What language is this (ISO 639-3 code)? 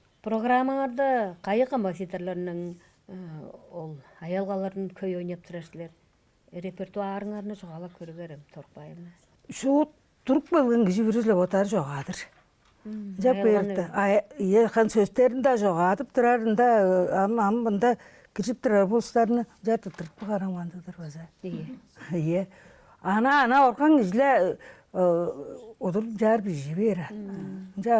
tyv